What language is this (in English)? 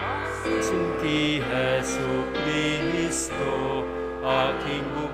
Bikol